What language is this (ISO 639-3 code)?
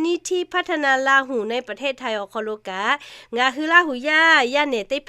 lhu